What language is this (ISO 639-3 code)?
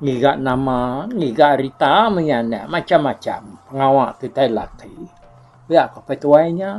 iba